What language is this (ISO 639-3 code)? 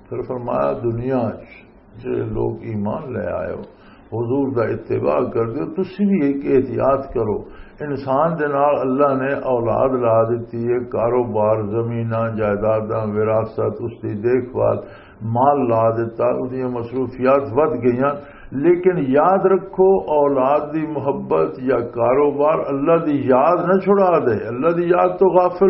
lah